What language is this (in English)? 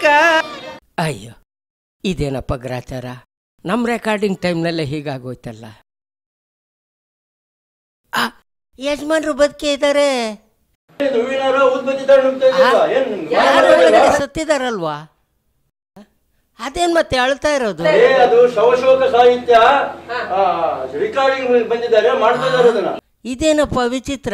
Kannada